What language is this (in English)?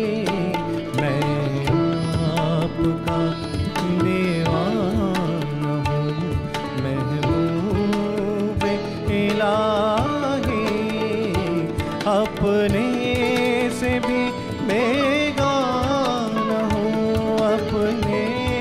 Hindi